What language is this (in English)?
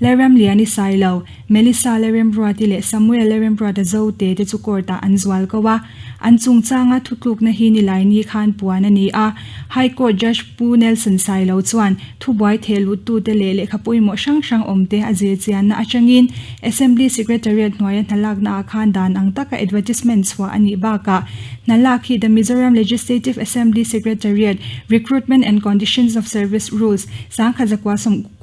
Mizo